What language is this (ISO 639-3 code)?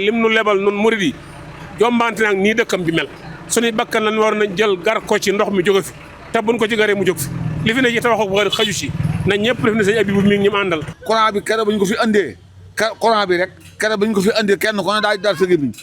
wol